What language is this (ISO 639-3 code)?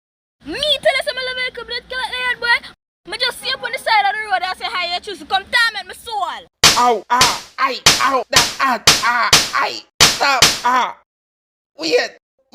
jam